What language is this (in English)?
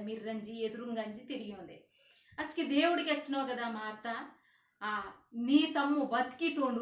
Koya